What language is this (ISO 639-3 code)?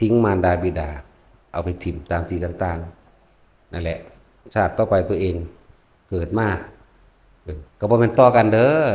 tts